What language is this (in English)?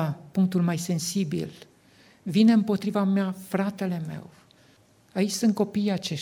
Romanian